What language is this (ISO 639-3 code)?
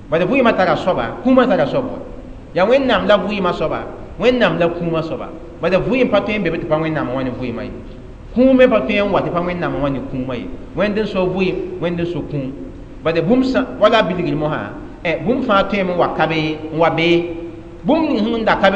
mos